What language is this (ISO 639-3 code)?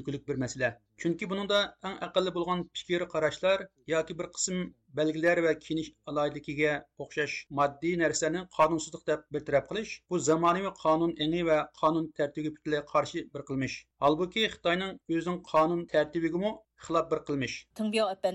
uig